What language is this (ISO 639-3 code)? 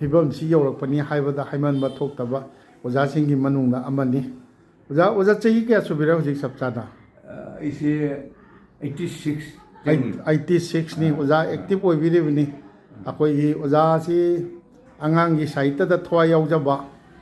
mni